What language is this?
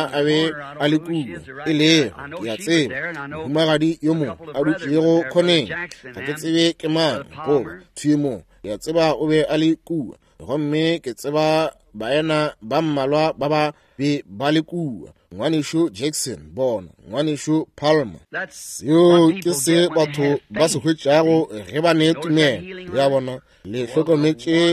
Northern Sotho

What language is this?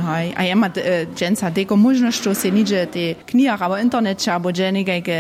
Upper Sorbian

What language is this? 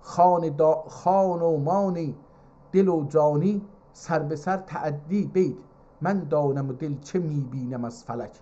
South Azerbaijani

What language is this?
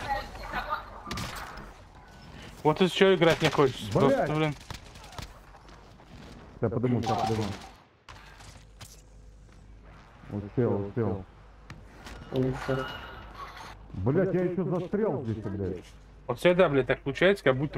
Russian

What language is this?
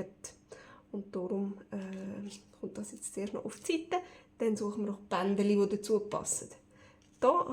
Swiss German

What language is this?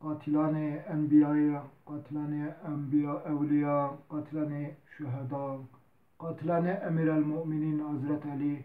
Zaza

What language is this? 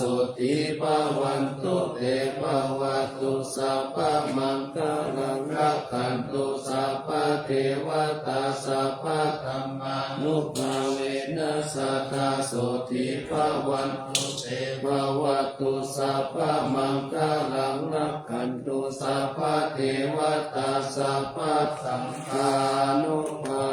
Pali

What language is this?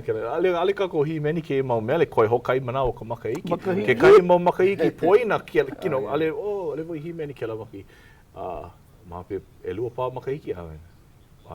Hawaiian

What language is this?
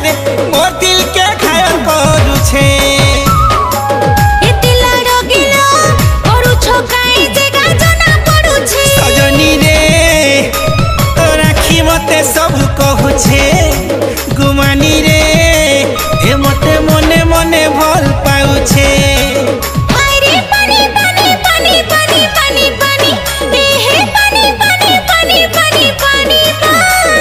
Sambalpuri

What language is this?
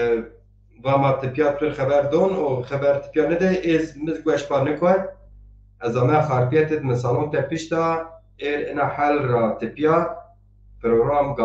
Zaza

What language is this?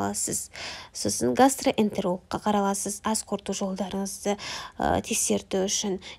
Kazakh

